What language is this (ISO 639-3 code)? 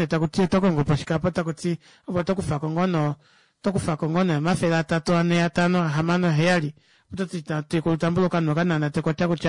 kua